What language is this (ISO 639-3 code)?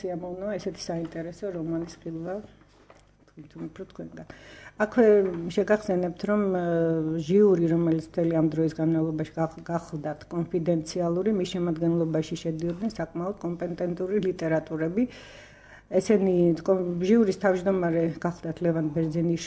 kat